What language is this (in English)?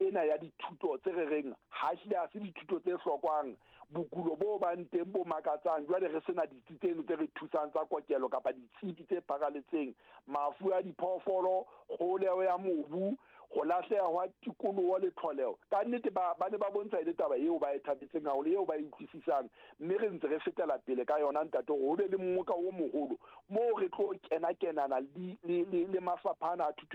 Southern Sotho